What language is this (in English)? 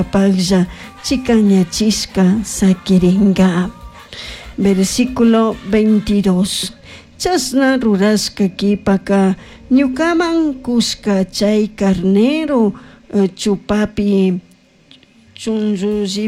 Chimborazo Highland Quichua